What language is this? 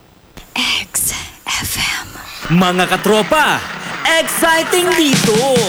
Filipino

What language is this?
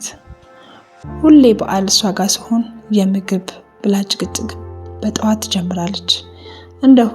Amharic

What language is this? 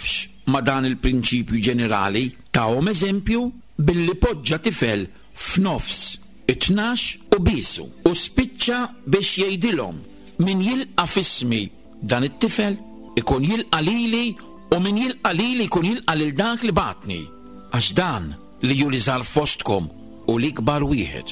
Maltese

